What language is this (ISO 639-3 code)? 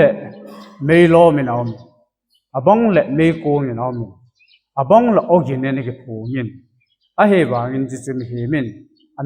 tcz